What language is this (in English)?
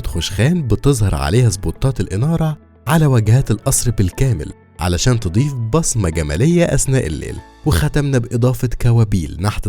Egyptian Arabic